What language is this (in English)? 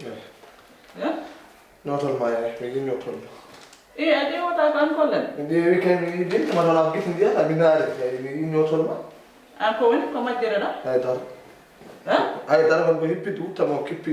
Fula